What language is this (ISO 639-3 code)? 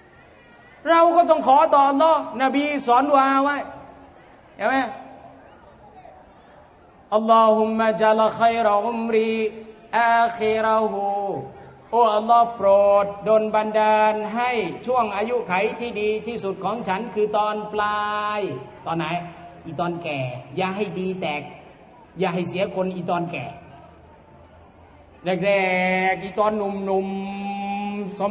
tha